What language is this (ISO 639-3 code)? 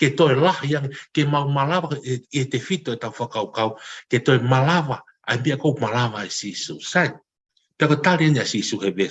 ton